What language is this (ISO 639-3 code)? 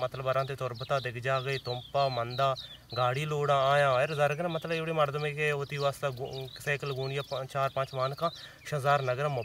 bal